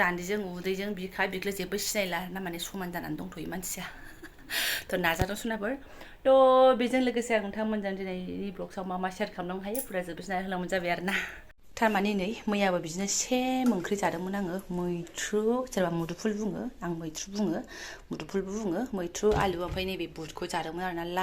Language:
Bodo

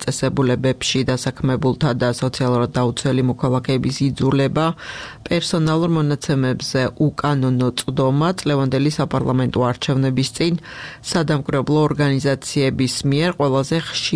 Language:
Georgian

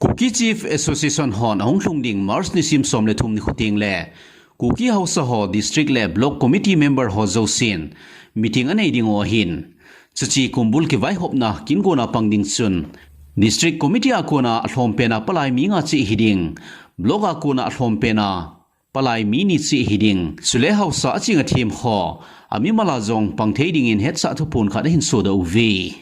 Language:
Thado Chin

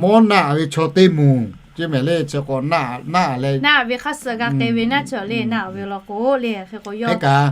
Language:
Lahu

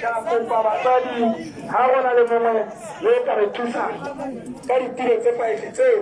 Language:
Tswana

